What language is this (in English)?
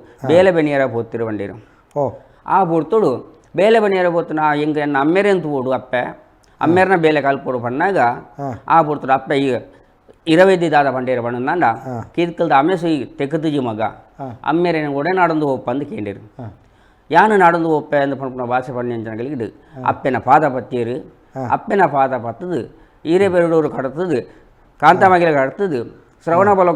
Tulu